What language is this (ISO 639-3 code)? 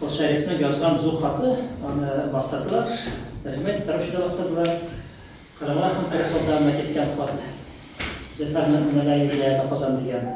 tat